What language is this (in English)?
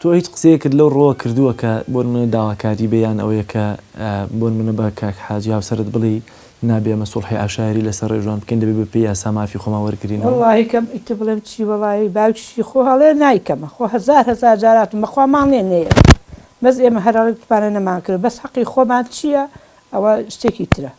Central Kurdish